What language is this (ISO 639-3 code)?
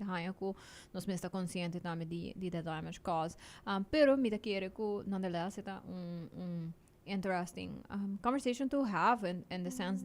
pap